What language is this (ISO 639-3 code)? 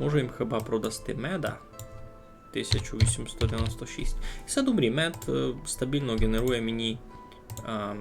rue